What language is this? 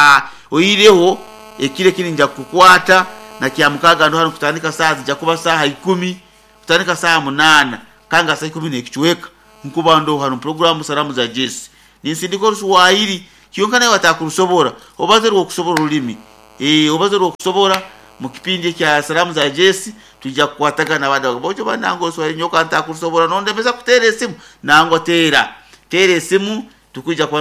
Nyoro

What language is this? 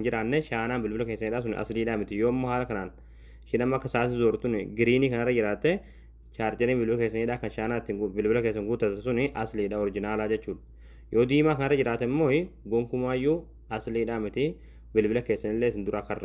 Oromo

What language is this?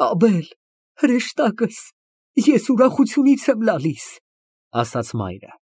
Armenian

